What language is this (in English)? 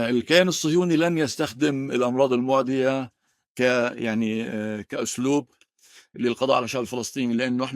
North Levantine Arabic